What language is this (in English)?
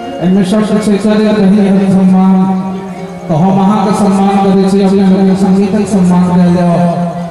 Maithili